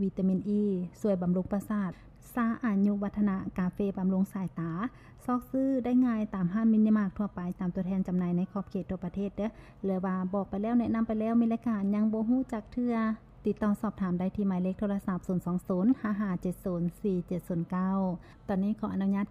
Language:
Lao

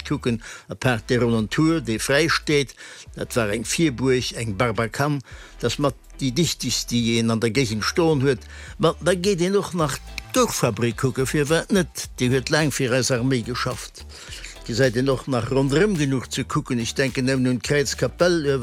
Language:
Luxembourgish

